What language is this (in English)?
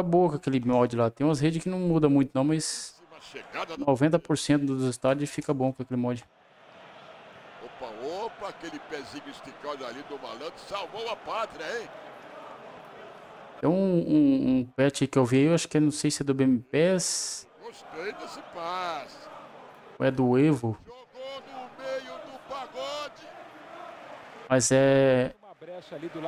Portuguese